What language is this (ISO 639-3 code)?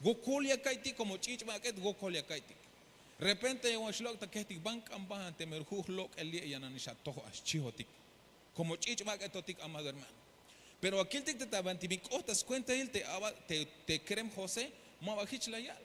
tzh